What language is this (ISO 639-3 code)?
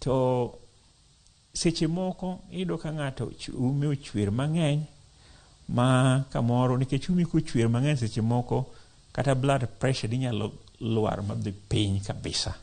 luo